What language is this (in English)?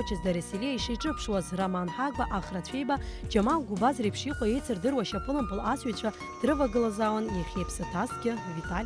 Abkhazian